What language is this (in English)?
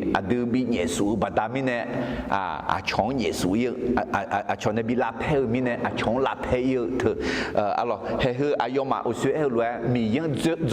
Akha